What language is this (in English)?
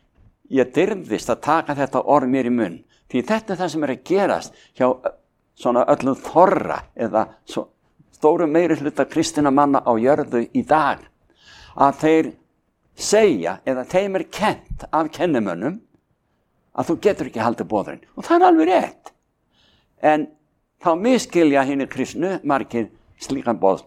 Icelandic